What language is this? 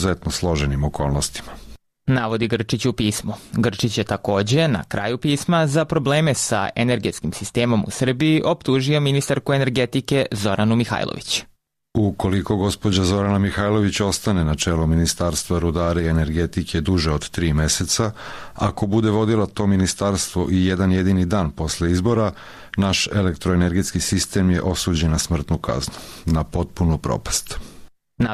Serbian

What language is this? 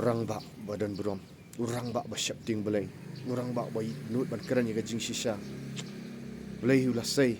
Khasi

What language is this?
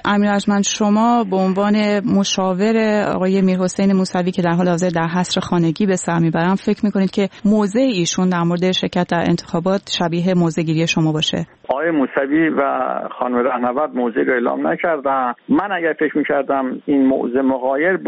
Persian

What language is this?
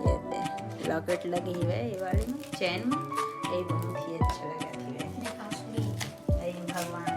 Chhattisgarhi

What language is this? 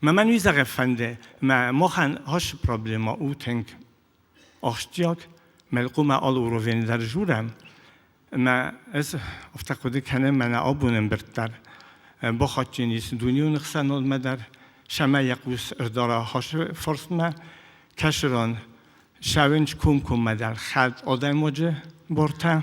Ossetic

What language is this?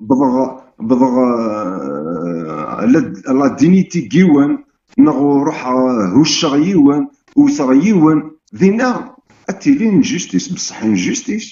Kabyle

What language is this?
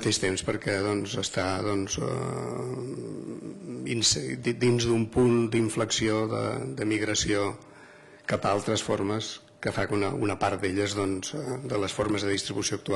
Catalan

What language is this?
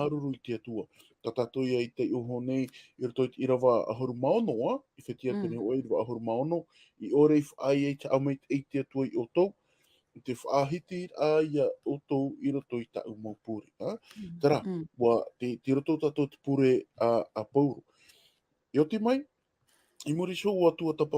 Tahitian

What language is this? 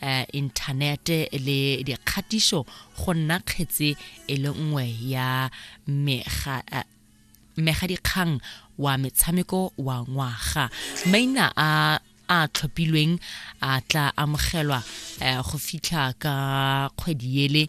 Tswana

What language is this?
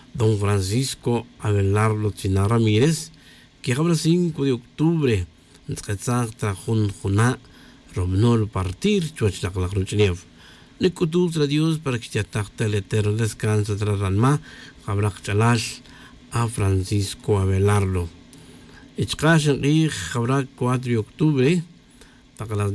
Tz'utujil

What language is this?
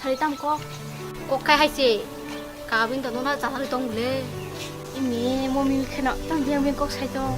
Kok Borok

